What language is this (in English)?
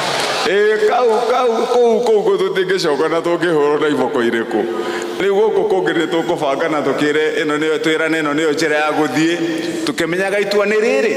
Kikuyu